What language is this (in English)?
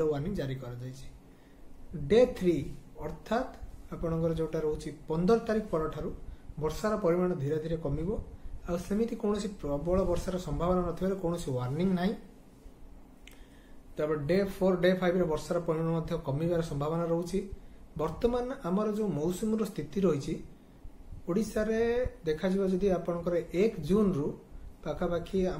Odia